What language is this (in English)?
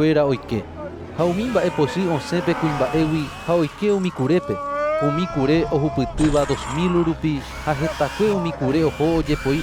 Guarani